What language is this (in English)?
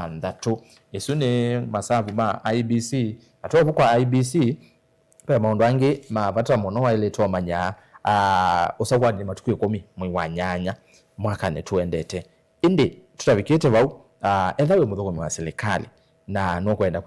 Kamba